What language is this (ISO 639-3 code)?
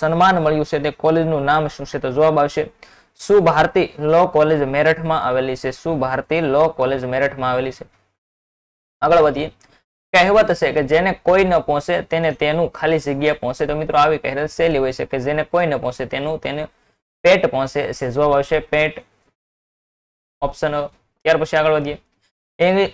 guj